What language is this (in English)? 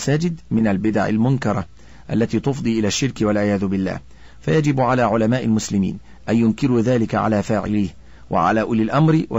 Arabic